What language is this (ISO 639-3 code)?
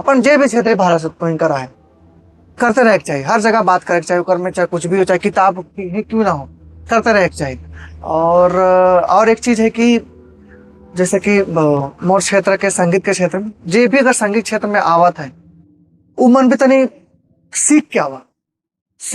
sck